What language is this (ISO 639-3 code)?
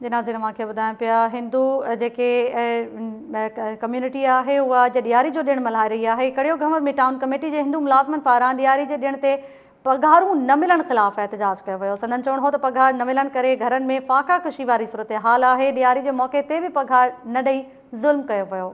snd